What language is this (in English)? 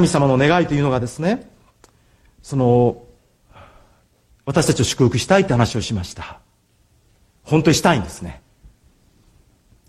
Japanese